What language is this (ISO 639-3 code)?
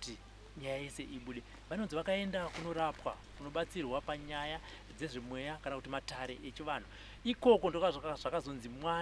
sna